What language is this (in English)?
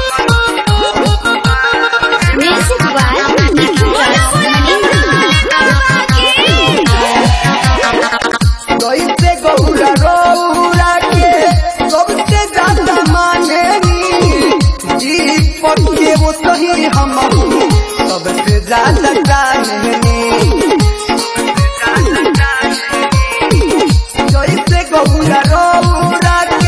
Bhojpuri